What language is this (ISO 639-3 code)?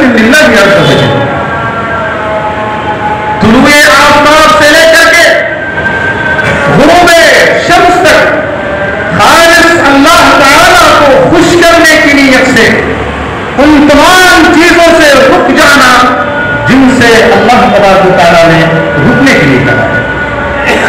urd